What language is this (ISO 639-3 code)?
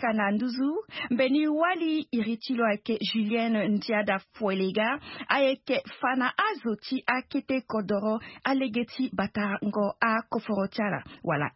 sag